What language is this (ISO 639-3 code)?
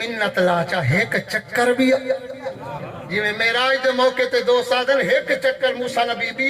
skr